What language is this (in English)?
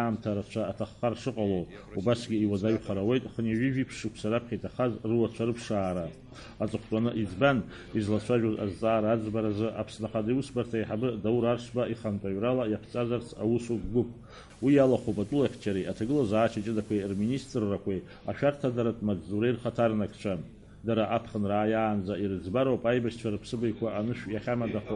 Abkhazian